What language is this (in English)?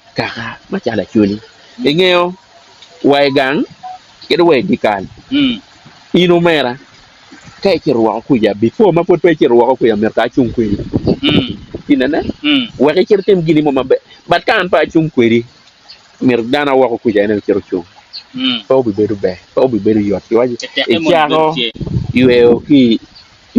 Acoli